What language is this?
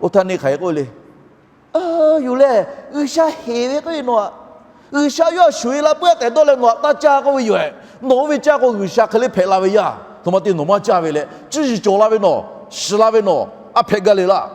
Lahu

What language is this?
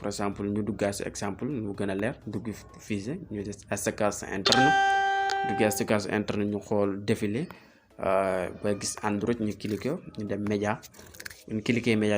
Wolof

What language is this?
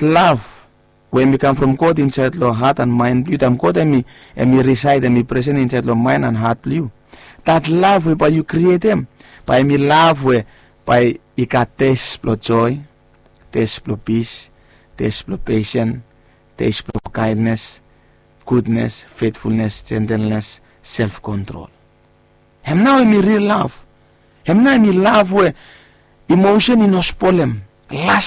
Bislama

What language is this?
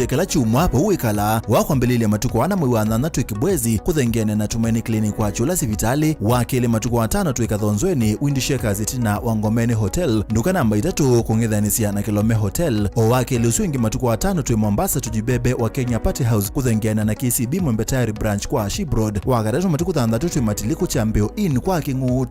Kamba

